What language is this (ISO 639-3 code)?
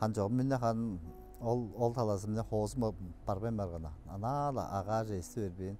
tyv